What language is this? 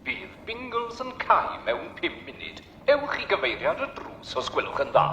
Welsh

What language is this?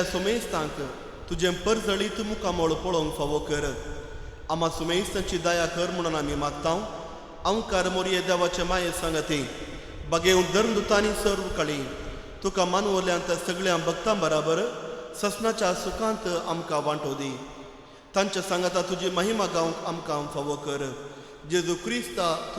Konkani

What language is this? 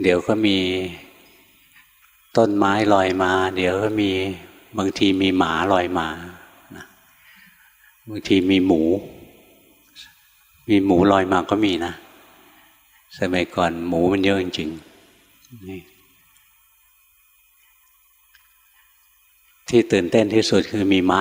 Thai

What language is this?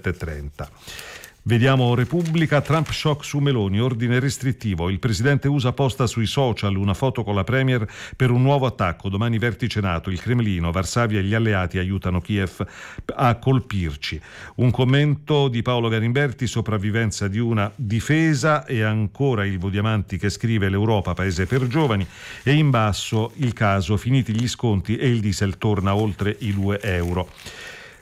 Italian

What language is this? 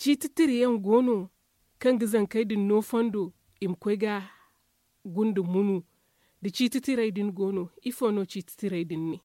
Zarma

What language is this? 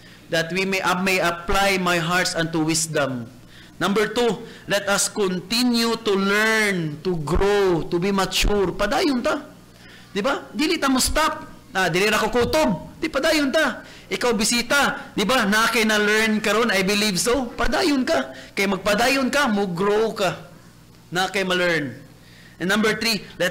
Cebuano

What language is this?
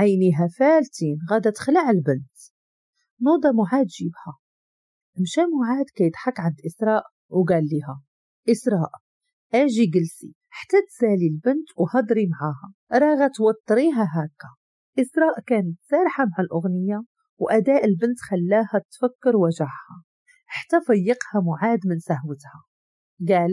Moroccan Arabic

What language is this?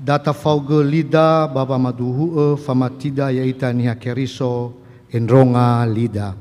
Nias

